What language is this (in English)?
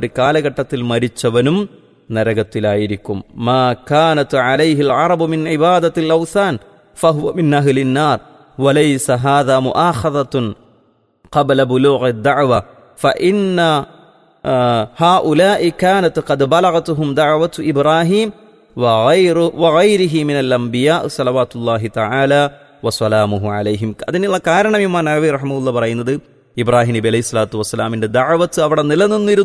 Malayalam